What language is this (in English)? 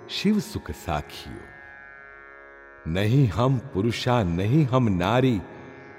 Gujarati